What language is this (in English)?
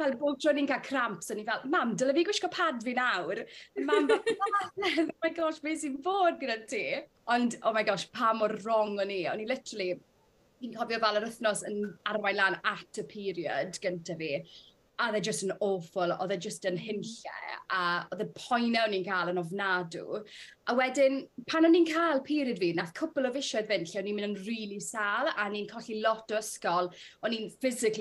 Welsh